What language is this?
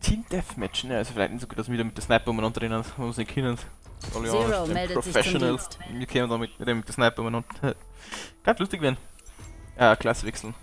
Bavarian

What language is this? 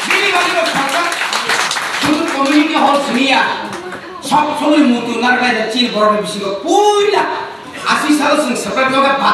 Kok Borok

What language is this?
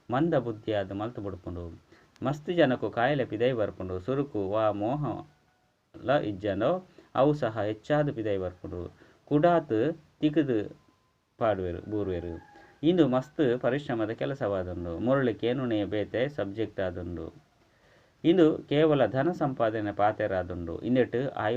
Tulu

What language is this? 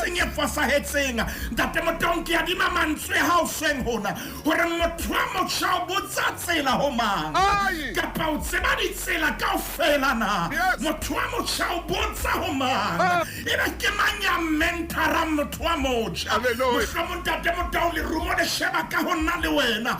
Southern Sotho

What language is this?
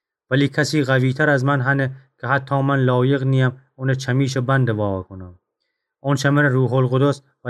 Gilaki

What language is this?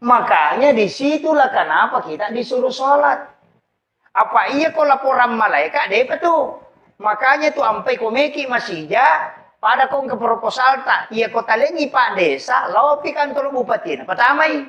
Buginese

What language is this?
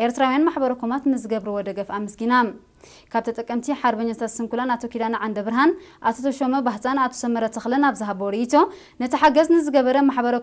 Tigrinya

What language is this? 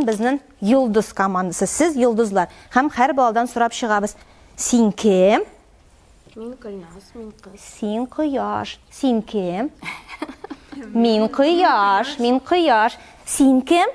Tatar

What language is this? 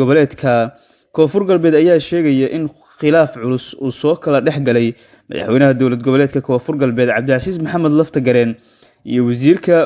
Somali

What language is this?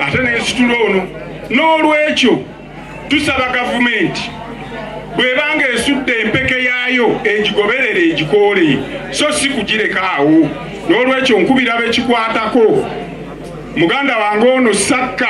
Ganda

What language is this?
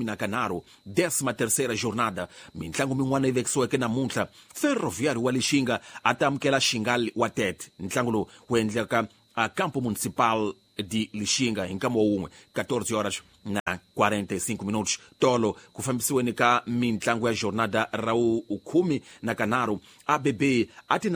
Tsonga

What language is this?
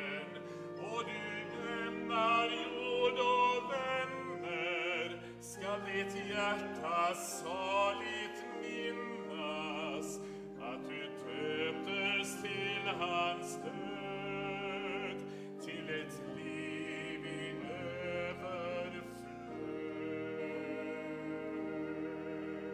Swedish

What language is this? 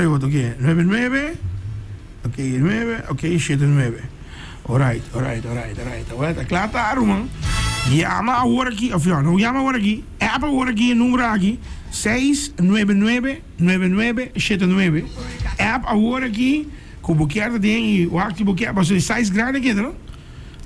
Papiamento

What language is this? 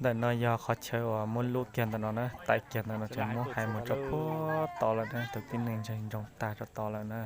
Hmong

